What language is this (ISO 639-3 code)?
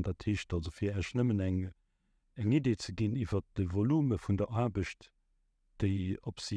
ltz